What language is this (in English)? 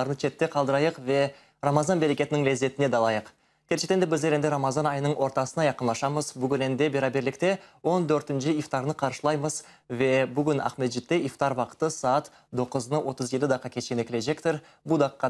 Crimean Tatar